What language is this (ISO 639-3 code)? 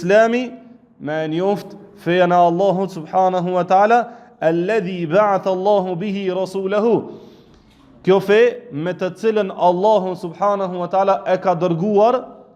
sqi